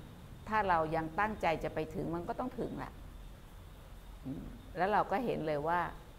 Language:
Thai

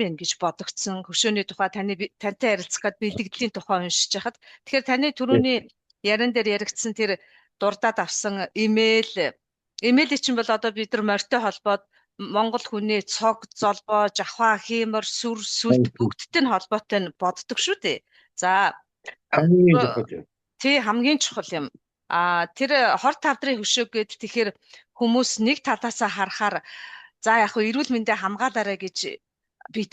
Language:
Mongolian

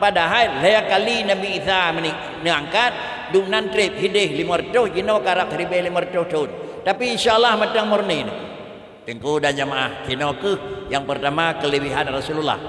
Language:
Achinese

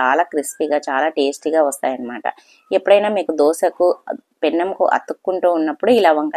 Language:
Telugu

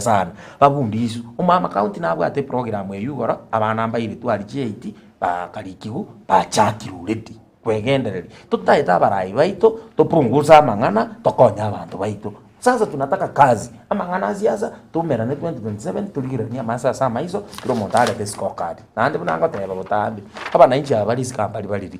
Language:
Gusii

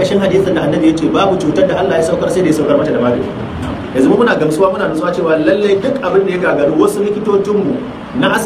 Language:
Hausa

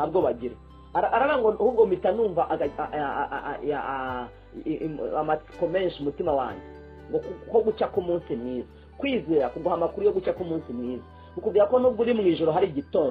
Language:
Kinyarwanda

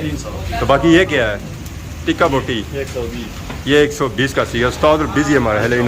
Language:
Pahari-Potwari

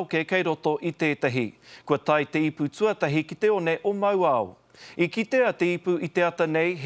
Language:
Māori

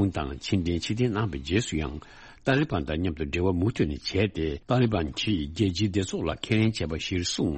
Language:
Tibetan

